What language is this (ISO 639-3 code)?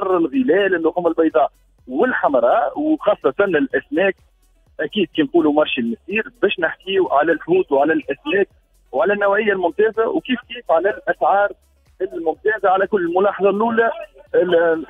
aeb